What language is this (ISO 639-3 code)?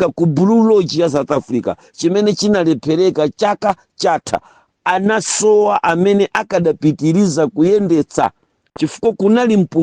nya